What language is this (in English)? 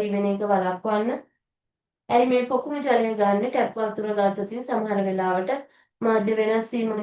Sinhala